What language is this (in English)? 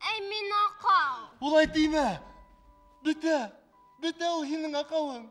Bashkir